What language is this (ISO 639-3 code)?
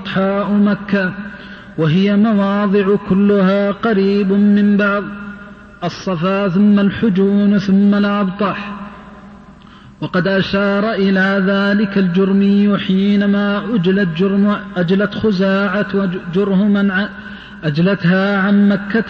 ara